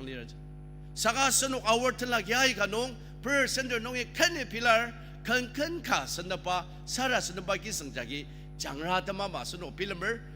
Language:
Ao Naga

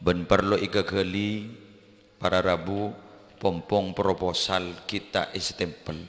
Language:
Madurese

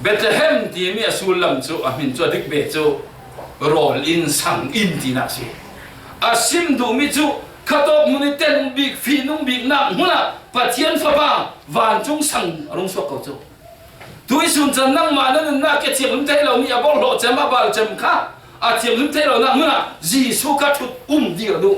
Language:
Falam Chin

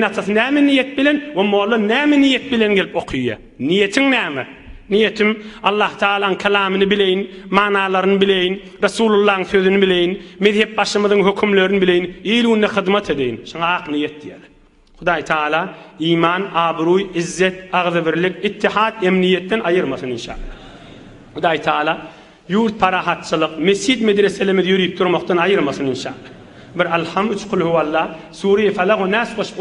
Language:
Turkmen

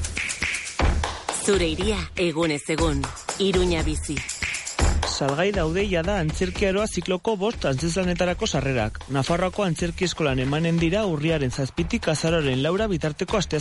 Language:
Basque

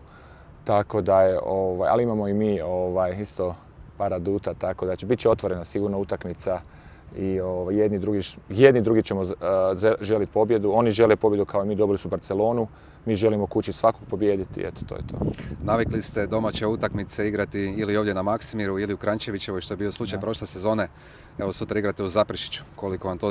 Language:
Croatian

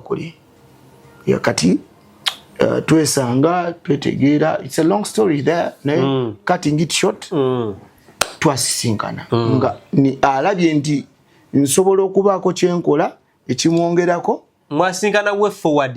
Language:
Ganda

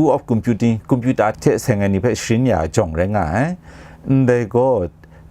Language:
Kachin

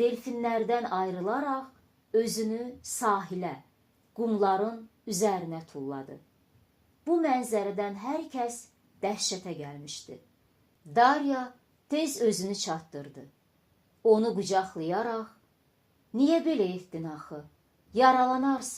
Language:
Azerbaijani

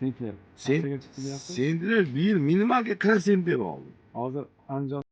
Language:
Uzbek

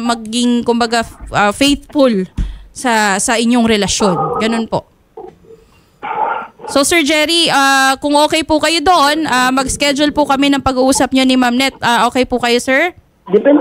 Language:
Filipino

